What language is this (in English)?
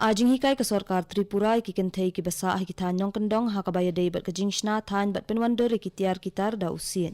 Khasi